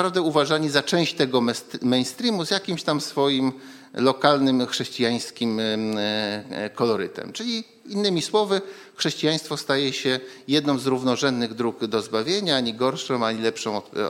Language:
Polish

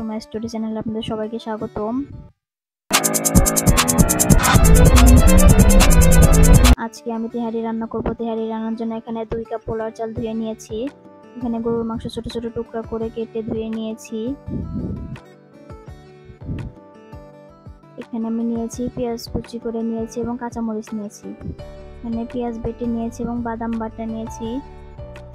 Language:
Bangla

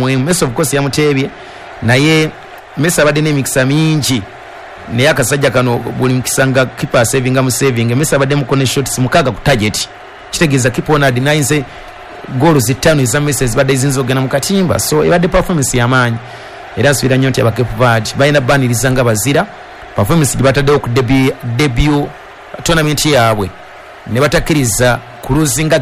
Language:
Ganda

